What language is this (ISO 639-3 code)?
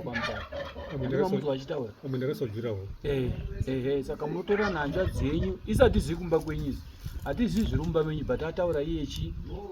sna